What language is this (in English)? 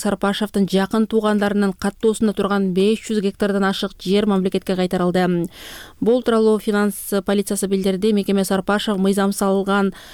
Kyrgyz